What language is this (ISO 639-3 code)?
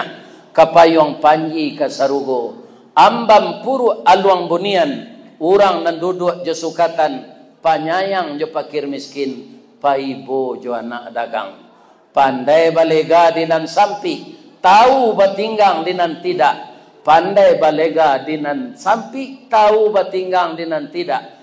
min